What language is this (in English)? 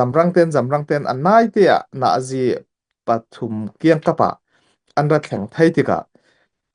Falam Chin